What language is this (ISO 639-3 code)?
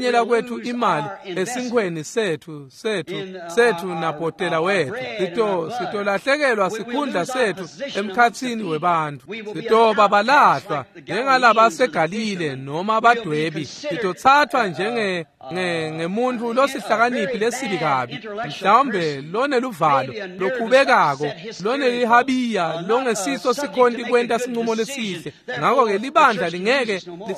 ssw